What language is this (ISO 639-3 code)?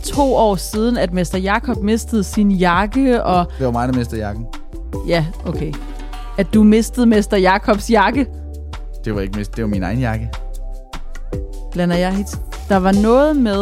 dan